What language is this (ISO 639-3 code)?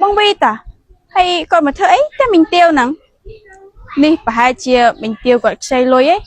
khm